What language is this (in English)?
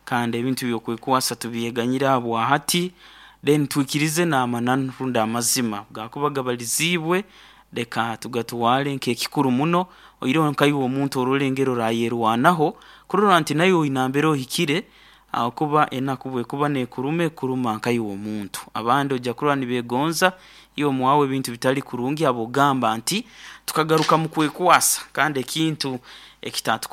Nyoro